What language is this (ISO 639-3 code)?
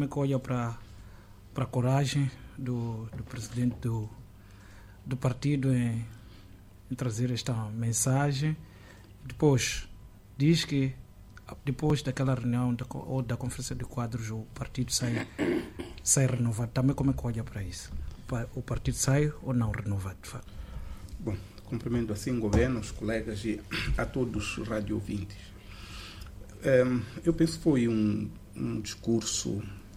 por